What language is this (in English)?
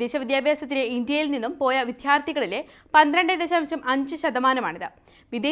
Malayalam